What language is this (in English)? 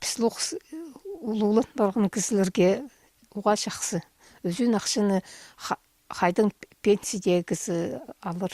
Khakas